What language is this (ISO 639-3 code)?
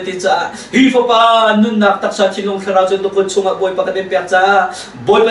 cnh